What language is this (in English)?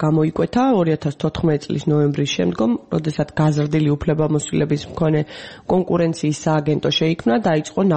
Georgian